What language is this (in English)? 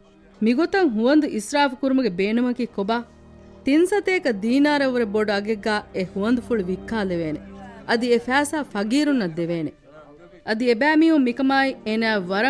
Divehi